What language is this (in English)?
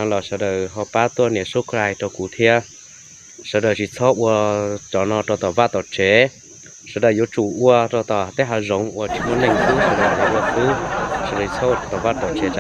Hmong